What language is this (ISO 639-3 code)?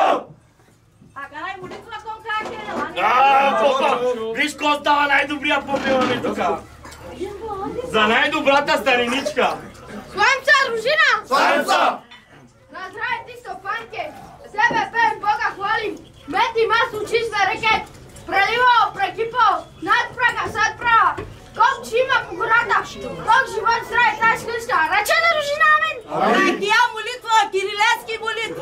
bul